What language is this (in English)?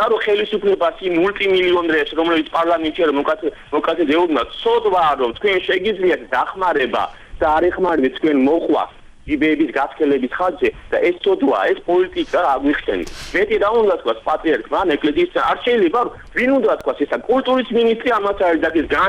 Georgian